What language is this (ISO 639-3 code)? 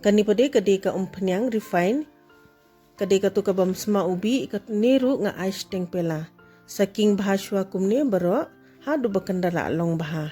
kha